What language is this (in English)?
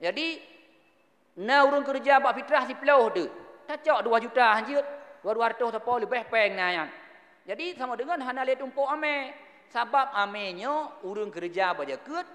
Achinese